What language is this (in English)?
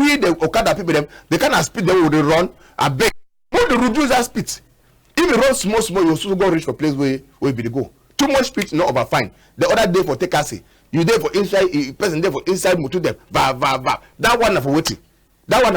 Cameroon Pidgin